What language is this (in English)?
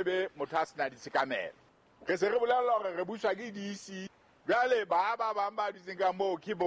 Southern Sotho